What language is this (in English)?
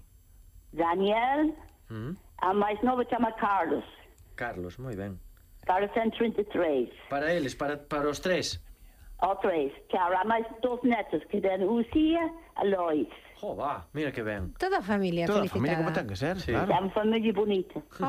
Galician